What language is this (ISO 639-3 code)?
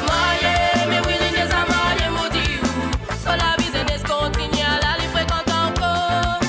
mfe